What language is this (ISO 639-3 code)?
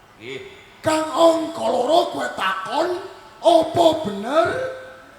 jav